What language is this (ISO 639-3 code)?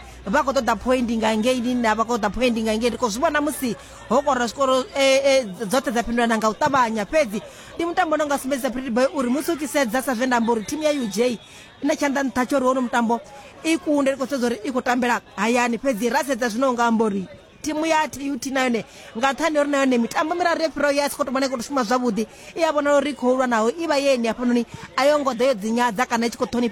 ven